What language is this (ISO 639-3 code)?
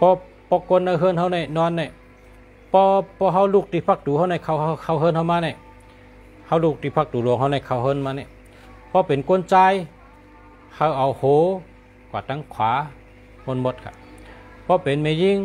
shn